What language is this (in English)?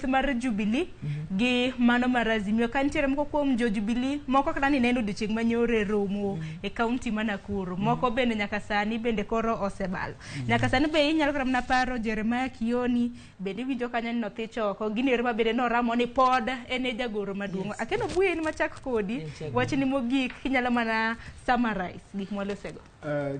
Luo (Kenya and Tanzania)